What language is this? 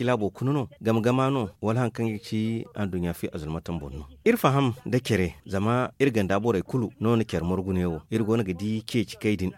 Zarma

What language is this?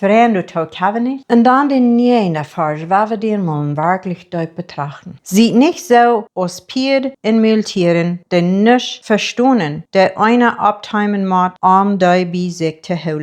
Plautdietsch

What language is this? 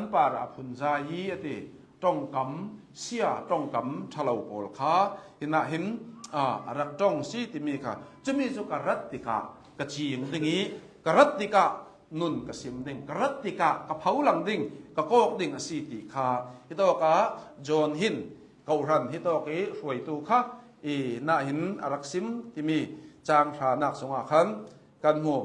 Hakha Chin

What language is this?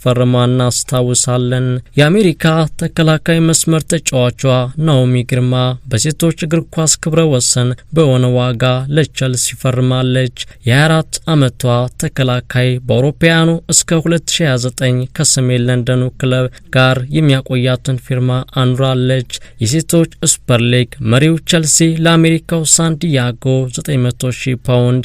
Amharic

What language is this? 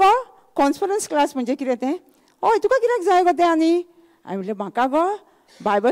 Konkani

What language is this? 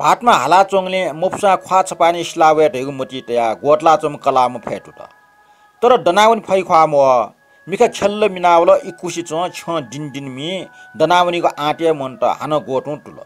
Newari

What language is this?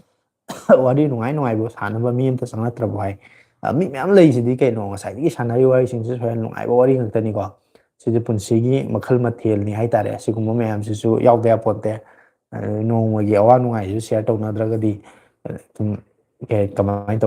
Manipuri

